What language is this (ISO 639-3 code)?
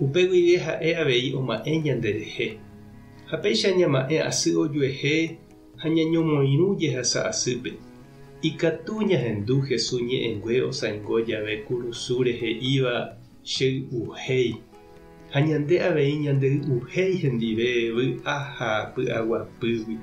grn